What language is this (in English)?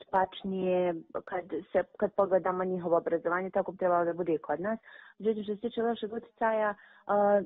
Bosnian